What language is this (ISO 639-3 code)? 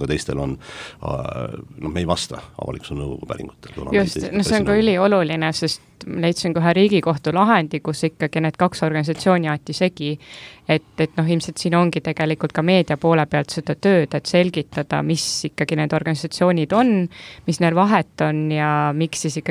est